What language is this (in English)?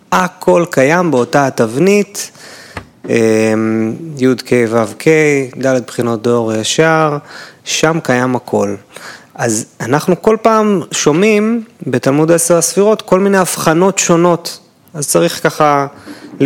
Hebrew